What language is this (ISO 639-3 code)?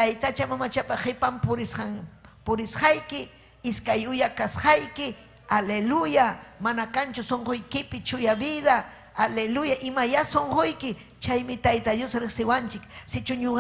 quy